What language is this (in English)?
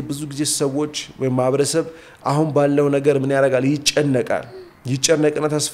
Amharic